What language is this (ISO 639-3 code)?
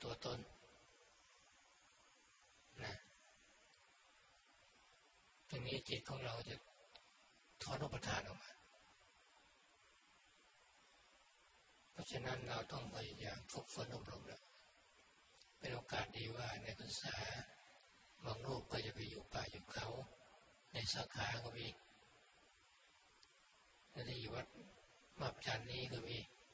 tha